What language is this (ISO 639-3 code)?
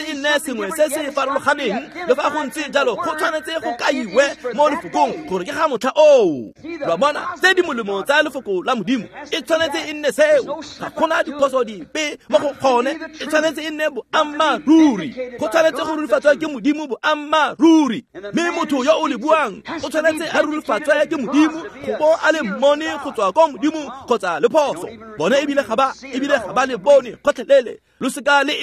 tsn